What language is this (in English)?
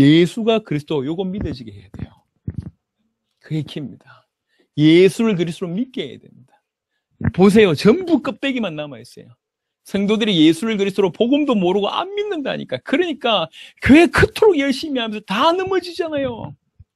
Korean